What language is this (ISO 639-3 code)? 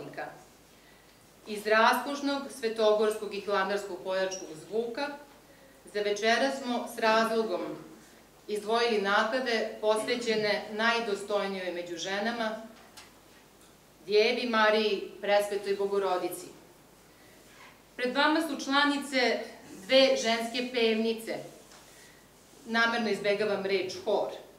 srp